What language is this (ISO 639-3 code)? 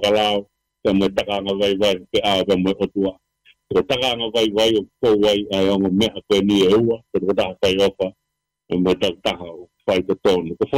ton